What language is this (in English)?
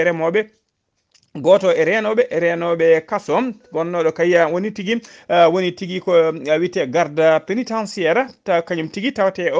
Fula